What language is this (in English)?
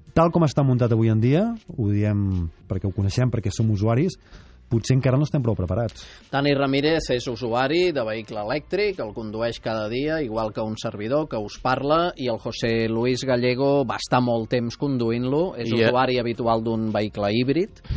Catalan